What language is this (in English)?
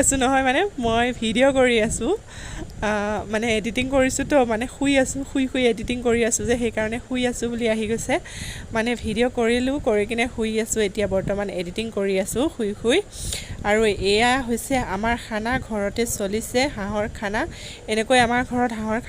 Assamese